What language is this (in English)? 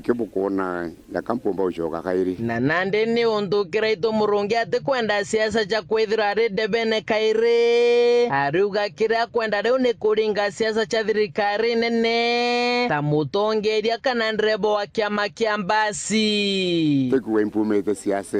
Meru